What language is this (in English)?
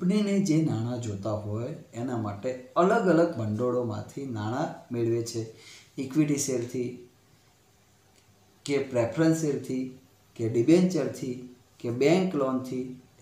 Gujarati